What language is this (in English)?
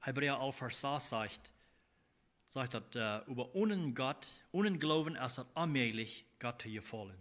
Plautdietsch